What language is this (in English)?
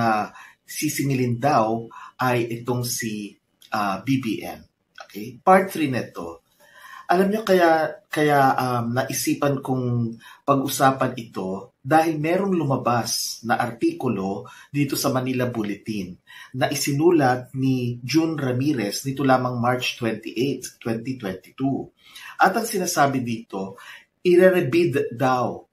Filipino